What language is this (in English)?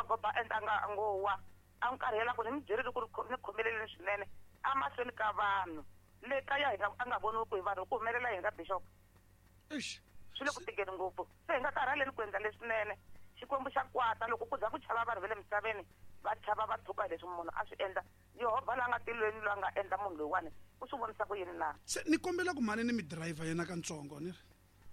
Tsonga